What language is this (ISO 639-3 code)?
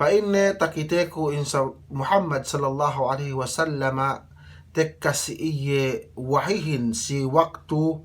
yka